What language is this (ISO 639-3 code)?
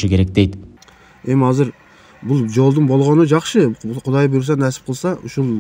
kir